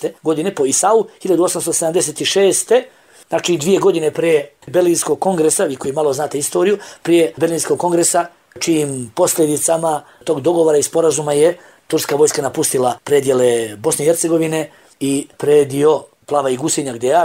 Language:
Bosnian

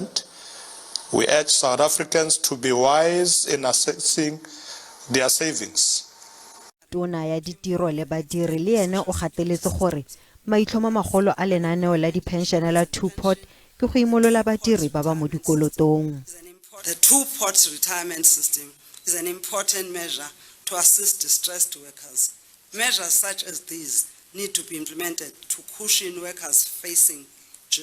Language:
Tswana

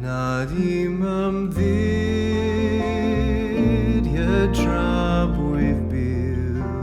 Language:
Welsh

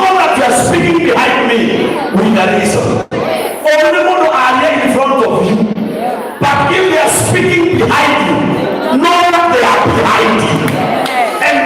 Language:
Kikuyu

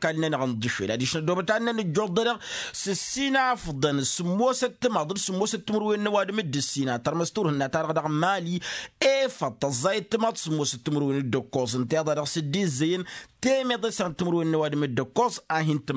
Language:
Tamasheq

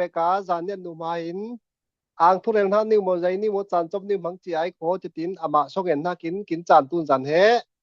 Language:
Falam Chin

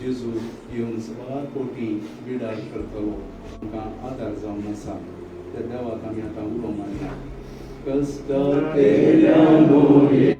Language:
Konkani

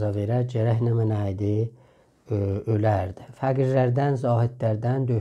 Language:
South Azerbaijani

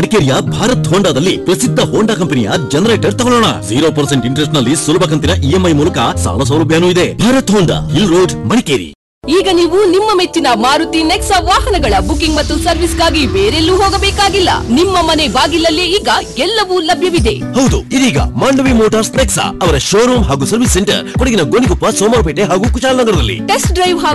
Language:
Kannada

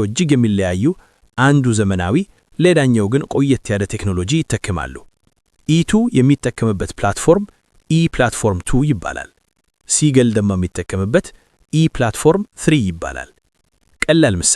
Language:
Amharic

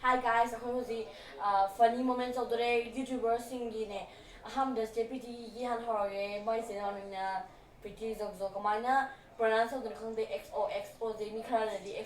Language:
Manipuri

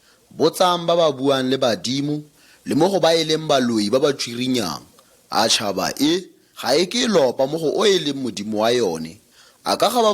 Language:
Tswana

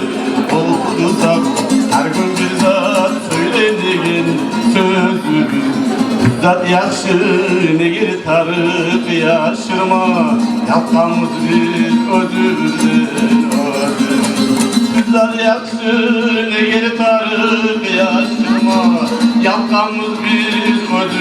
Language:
Kumyk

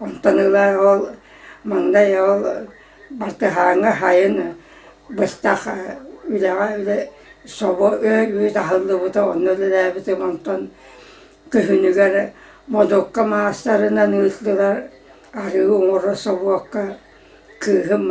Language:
Yakut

